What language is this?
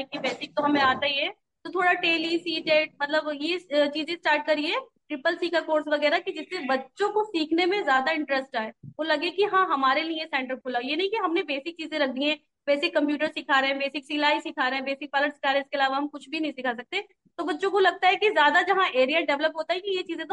Hindi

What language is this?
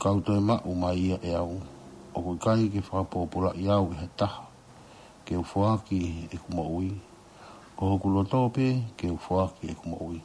Tongan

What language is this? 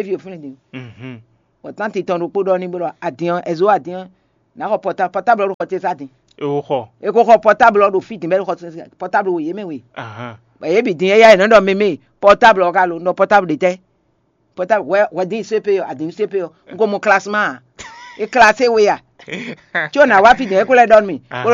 Fon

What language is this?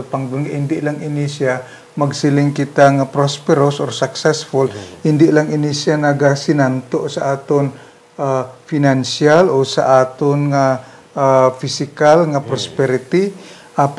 Hiligaynon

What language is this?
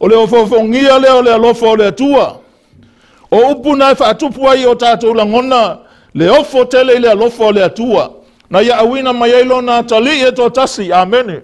Samoan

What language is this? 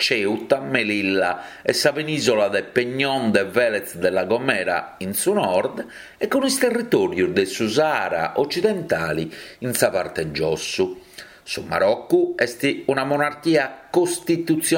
Sardinian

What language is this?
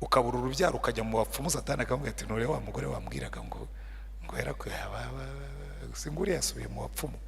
Kinyarwanda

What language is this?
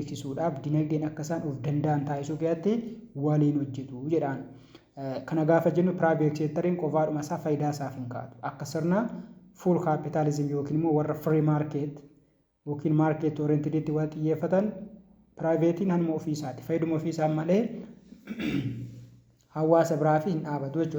Oromo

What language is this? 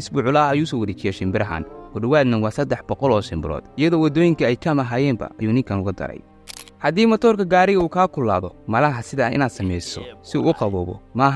Somali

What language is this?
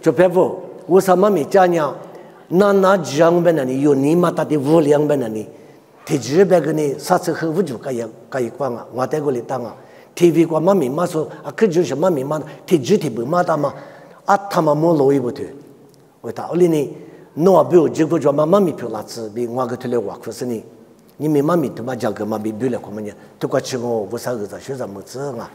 Lisu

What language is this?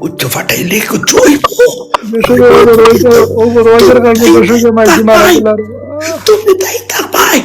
Sylheti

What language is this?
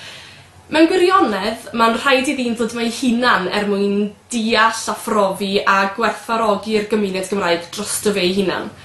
Welsh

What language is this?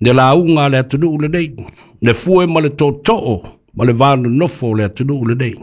Samoan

